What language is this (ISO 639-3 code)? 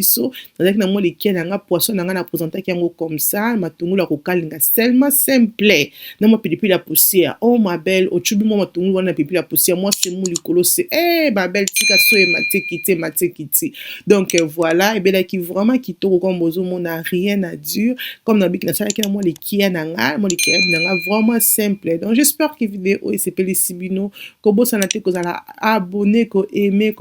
lin